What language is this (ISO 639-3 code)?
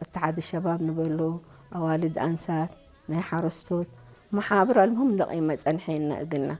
tig